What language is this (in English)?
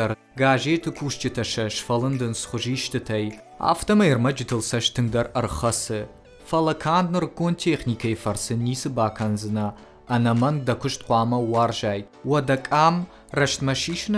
Ossetic